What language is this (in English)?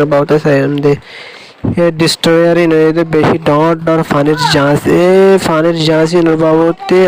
Rohingya